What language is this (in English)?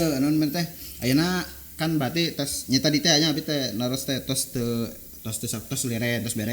Sundanese